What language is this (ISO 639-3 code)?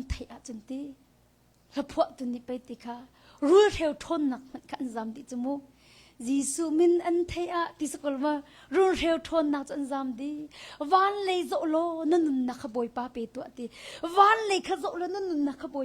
cnh